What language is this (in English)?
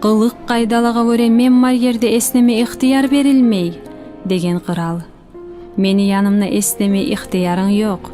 Kumyk